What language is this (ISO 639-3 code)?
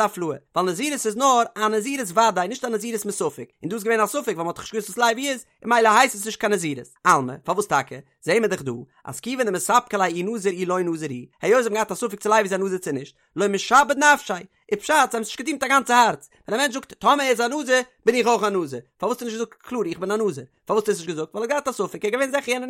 yid